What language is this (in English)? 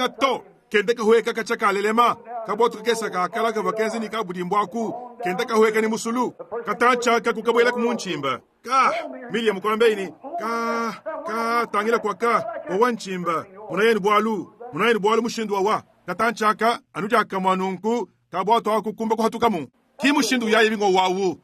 Luba-Lulua